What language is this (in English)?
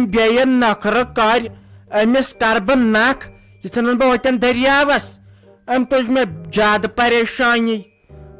Kashmiri